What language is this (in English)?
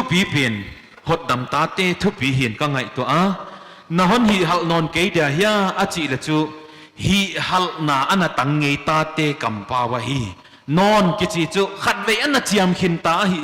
Paite Chin